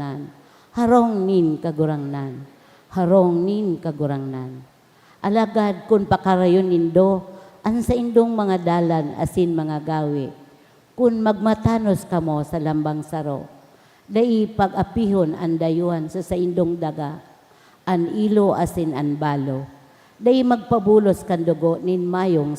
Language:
Bikol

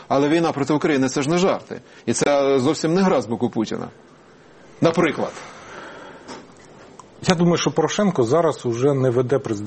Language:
Ukrainian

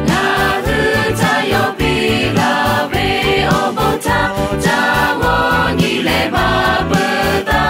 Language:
Lahu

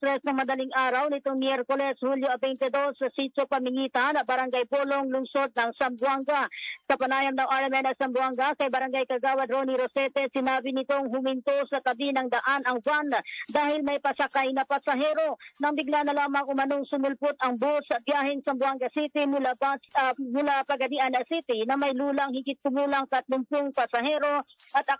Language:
Filipino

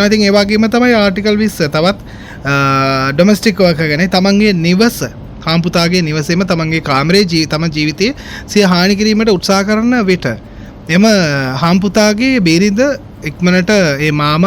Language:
Sinhala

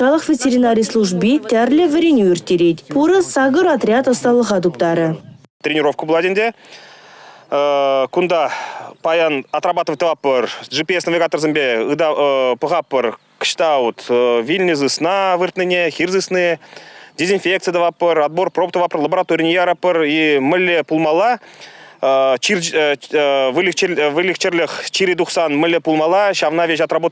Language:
Chuvash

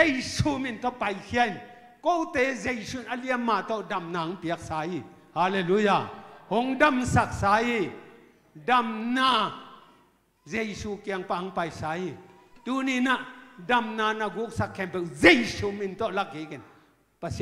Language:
Tedim Chin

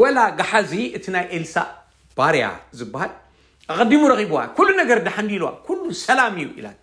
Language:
Tigrinya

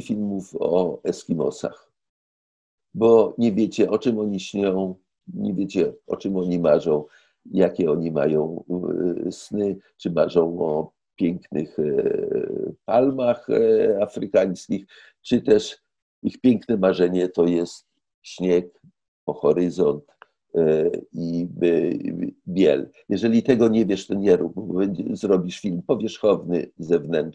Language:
Polish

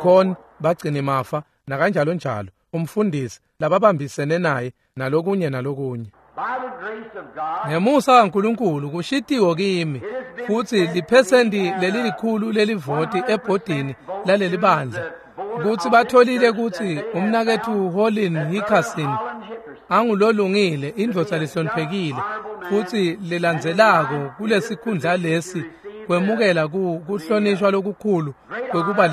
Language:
Swati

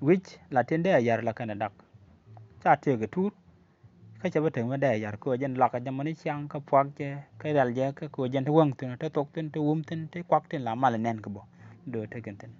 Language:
Nuer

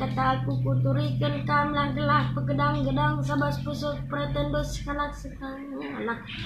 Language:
Batak Karo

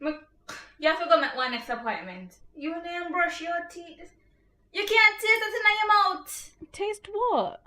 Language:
Jamaican Creole English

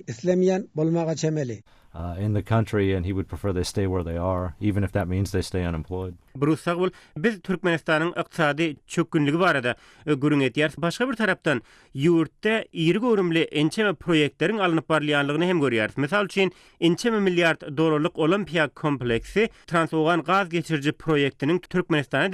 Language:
Turkmen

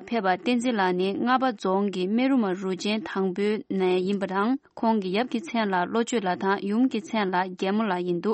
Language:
Tibetan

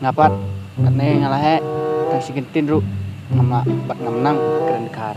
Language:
Khasi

